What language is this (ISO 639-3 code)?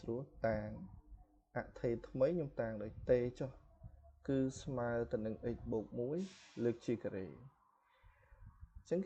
khm